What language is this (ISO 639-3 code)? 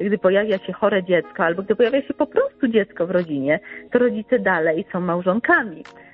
pol